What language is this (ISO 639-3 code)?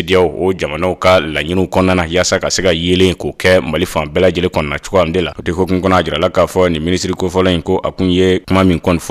bam